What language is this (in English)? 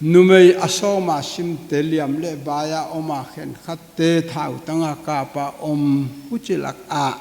Paite Chin